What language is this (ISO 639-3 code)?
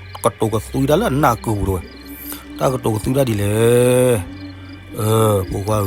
ksw